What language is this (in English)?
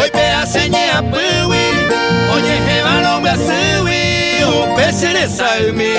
Guarani